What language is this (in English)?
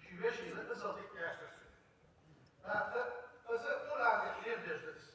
Ingush